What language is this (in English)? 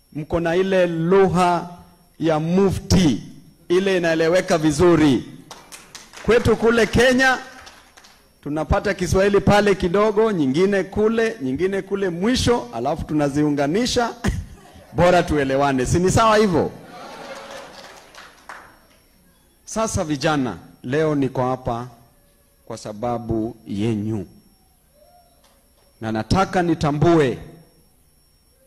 Swahili